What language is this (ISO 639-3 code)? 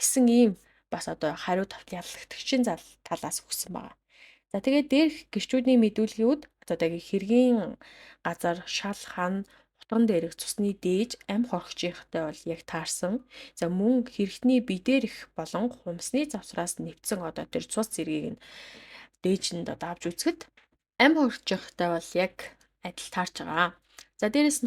mon